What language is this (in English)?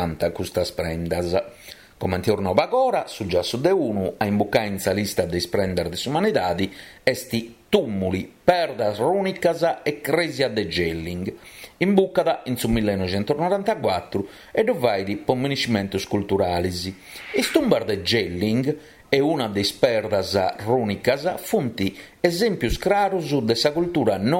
Sardinian